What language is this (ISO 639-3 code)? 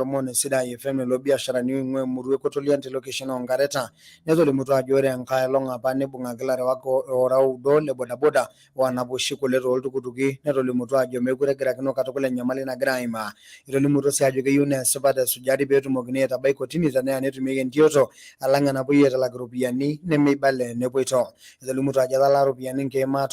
mas